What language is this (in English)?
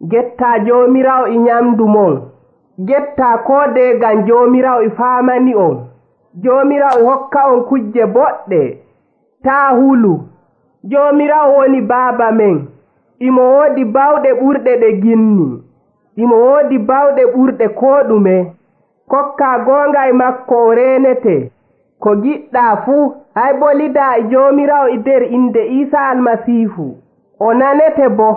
Nigerian Fulfulde